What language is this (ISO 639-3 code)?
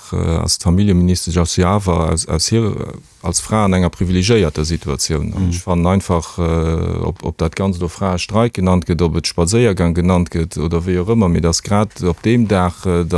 ltz